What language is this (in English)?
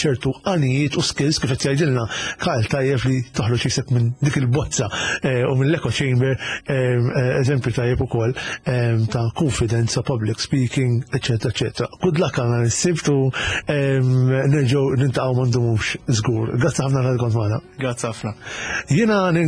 Maltese